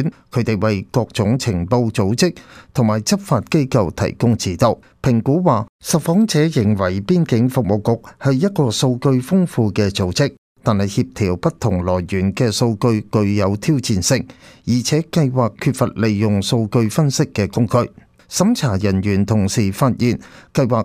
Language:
Cantonese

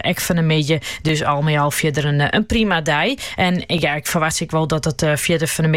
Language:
Dutch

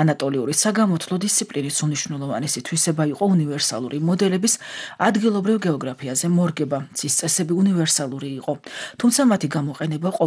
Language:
Georgian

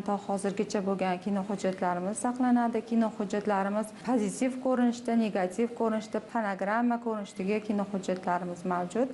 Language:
Uzbek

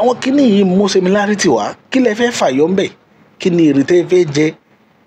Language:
Yoruba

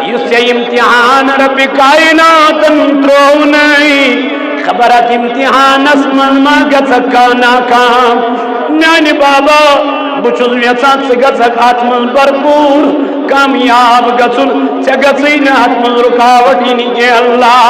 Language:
Kashmiri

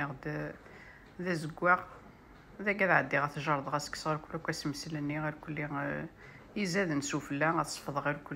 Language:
Kabyle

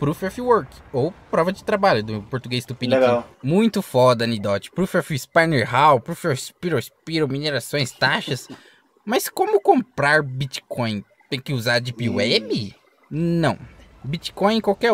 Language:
Portuguese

